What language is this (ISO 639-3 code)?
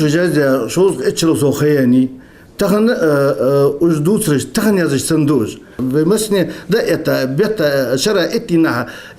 inh